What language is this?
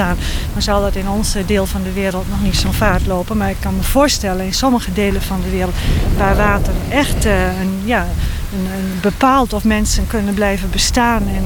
Dutch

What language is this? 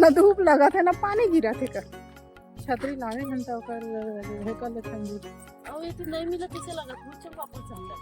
Chhattisgarhi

